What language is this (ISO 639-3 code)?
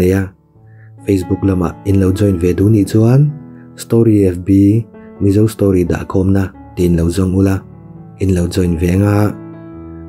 lus